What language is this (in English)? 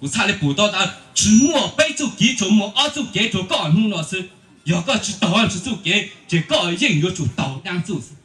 Hmong